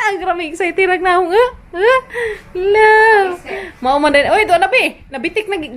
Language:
Cebuano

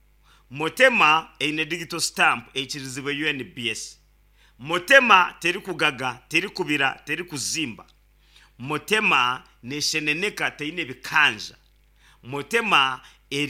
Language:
Nyankole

